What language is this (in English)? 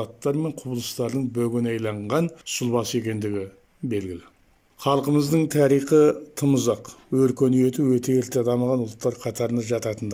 Kazakh